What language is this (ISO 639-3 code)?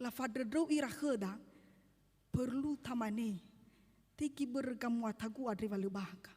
nia